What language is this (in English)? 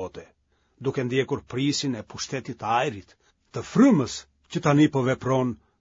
Albanian